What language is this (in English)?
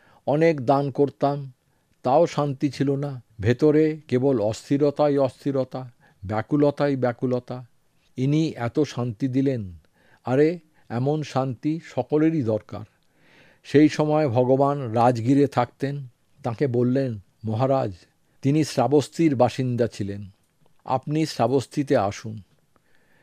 Bangla